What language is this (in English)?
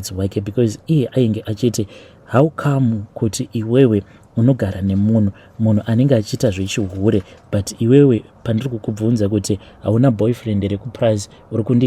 Shona